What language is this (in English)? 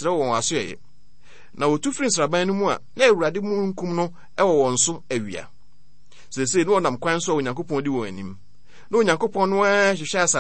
Akan